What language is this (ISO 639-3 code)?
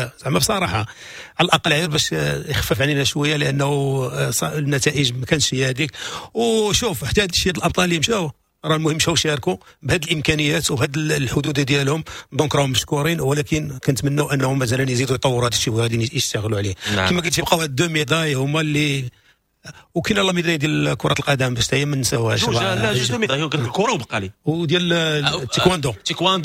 ary